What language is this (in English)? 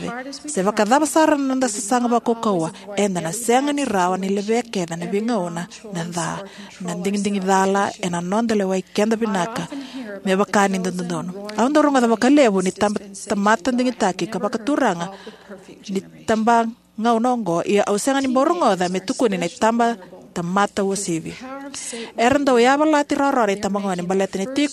Fijian